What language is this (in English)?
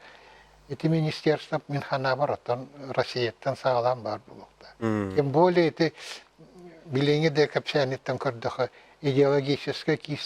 Yakut